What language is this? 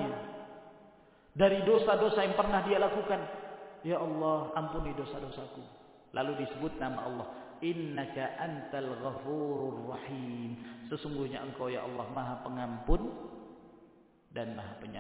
Indonesian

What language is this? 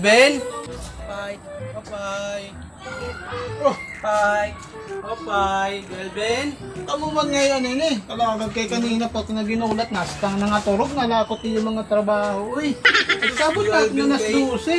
Waray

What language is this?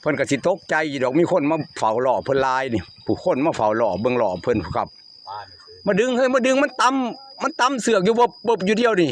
Northeastern Thai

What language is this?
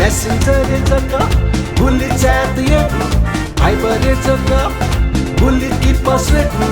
Newari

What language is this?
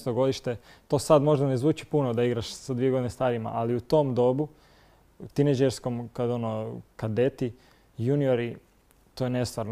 Croatian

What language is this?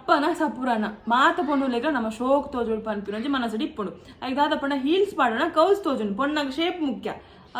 Tulu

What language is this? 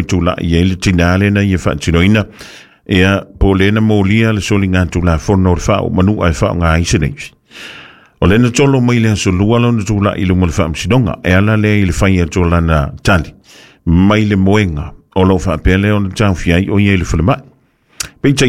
Samoan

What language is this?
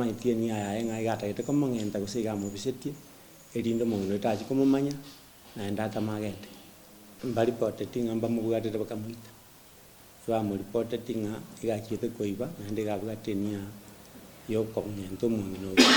Gusii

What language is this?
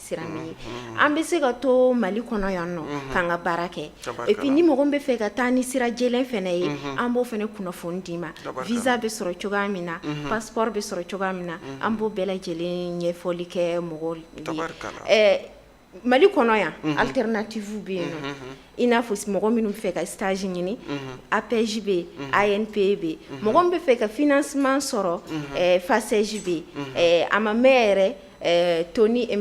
Bambara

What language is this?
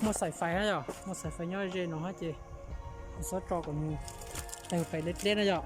Hmong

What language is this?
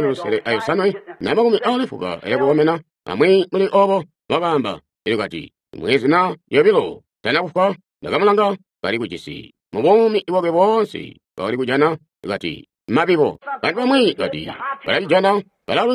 Tonga (Zambia)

